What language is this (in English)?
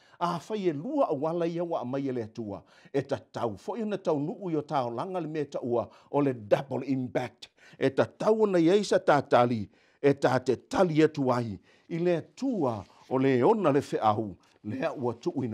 Samoan